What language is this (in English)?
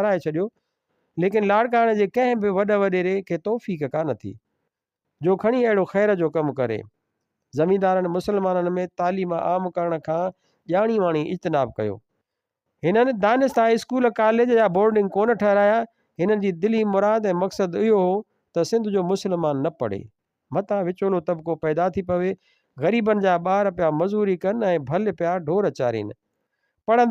Sindhi